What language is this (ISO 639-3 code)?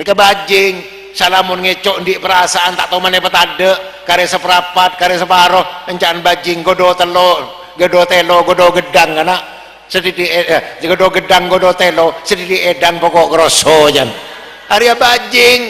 mad